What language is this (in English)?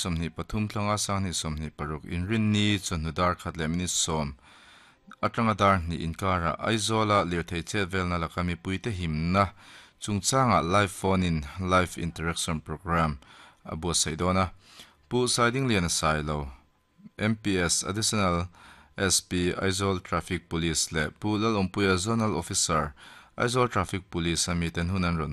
Mizo